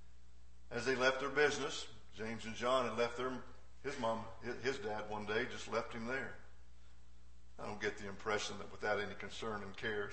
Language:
English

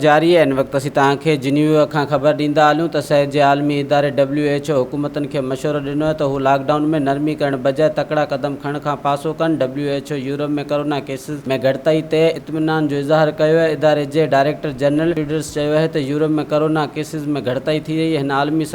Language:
Sindhi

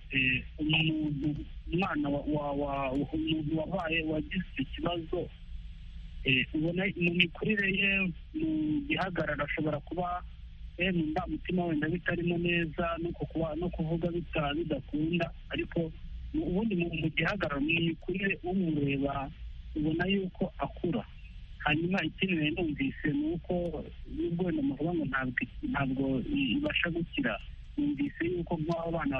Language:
Kinyarwanda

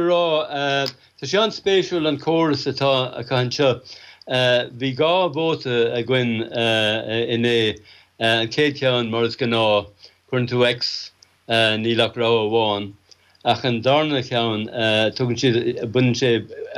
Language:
Irish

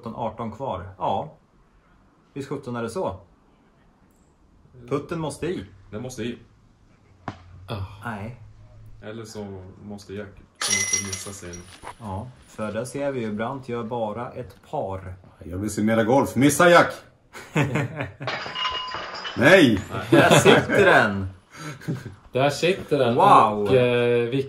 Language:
Swedish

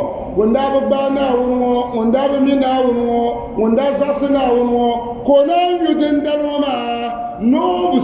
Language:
Dagbani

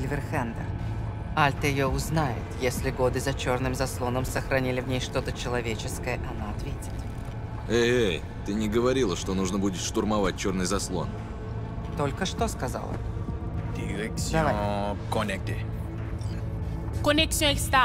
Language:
Russian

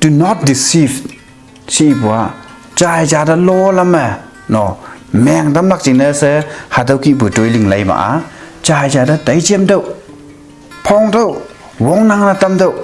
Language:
Konyak Naga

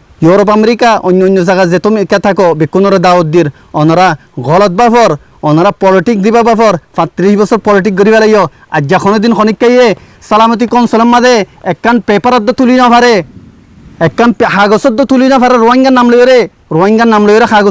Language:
Rohingya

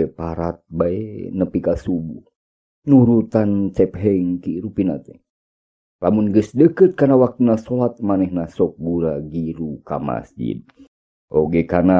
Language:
Sundanese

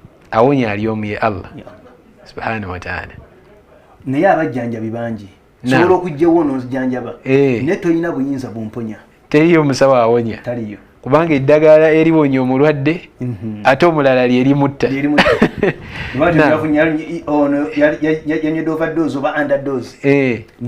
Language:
Ganda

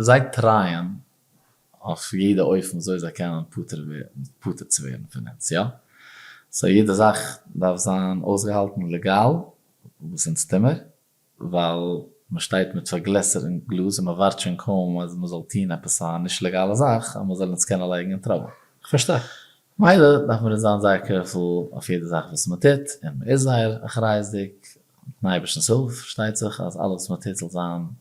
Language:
Yiddish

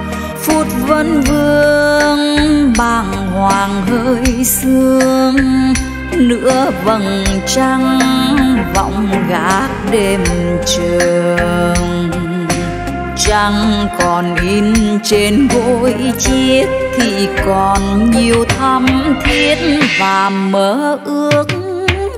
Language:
Vietnamese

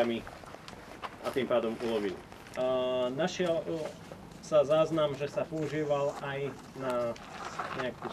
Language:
Slovak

